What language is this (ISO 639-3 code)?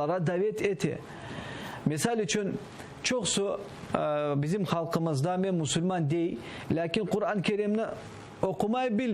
crh